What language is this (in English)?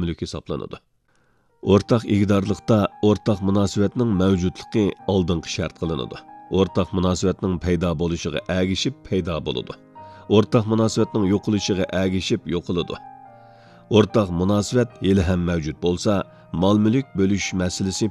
Uyghur